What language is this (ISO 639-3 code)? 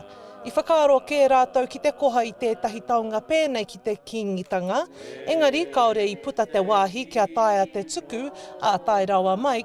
mri